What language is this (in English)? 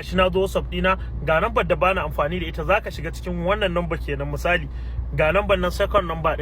Hausa